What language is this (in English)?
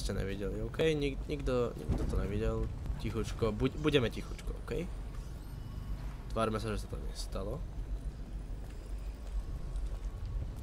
Slovak